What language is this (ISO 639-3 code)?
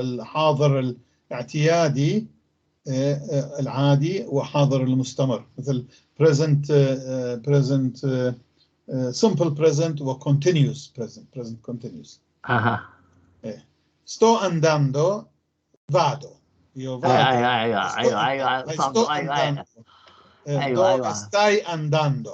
apc